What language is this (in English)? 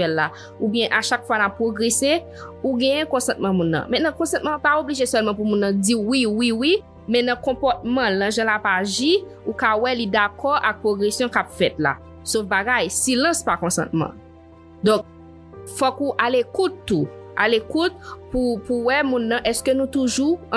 Haitian Creole